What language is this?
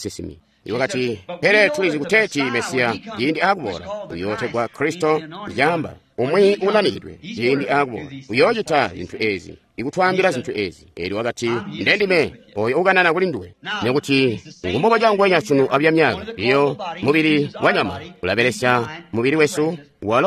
Tonga (Zambia)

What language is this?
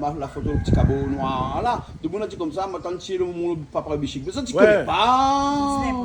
Réunion Creole French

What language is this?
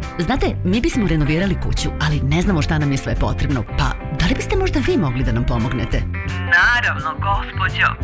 Serbian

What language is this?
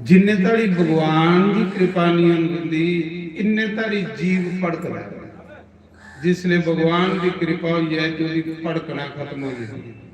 Dogri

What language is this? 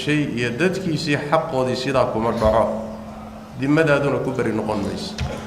Somali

